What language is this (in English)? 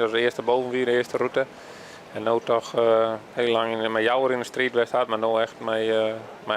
Western Frisian